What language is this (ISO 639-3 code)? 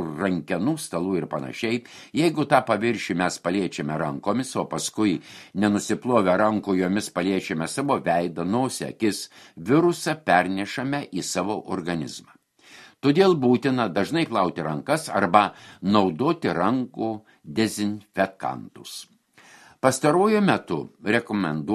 lit